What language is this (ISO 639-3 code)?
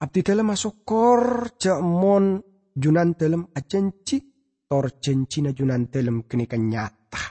mad